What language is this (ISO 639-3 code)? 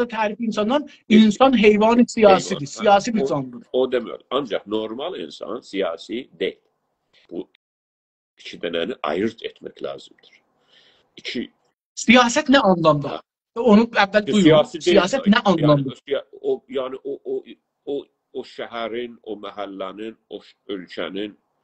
azb